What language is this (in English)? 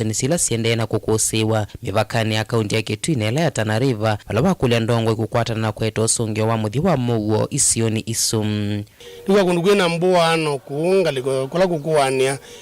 Kamba